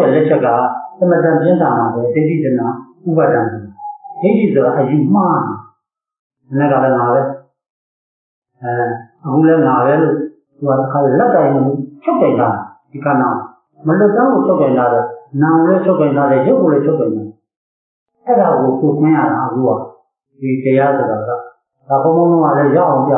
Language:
Burmese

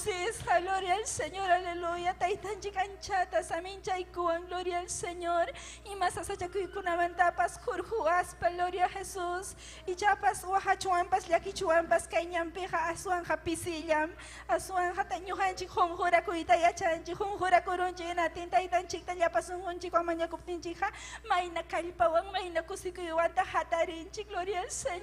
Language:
Ayacucho Quechua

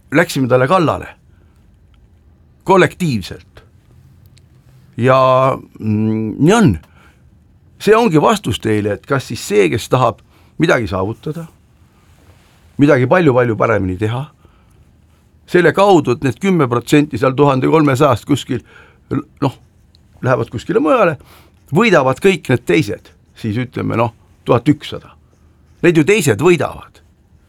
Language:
Estonian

